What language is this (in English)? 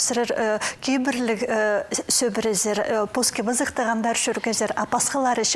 Khakas